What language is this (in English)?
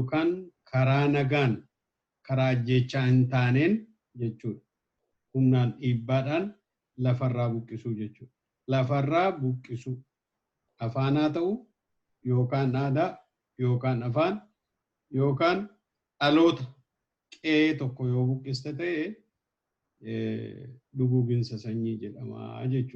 Oromo